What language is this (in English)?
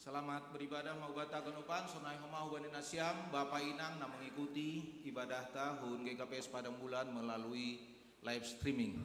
Batak Simalungun